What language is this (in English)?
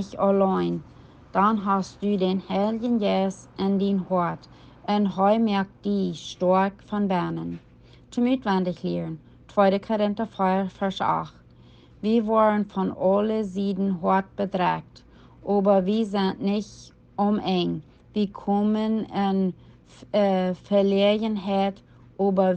Plautdietsch